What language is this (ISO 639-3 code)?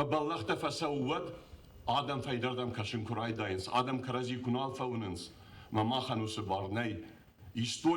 oss